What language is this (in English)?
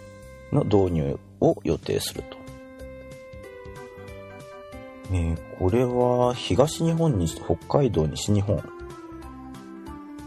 Japanese